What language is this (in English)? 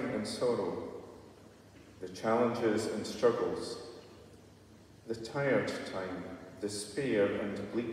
English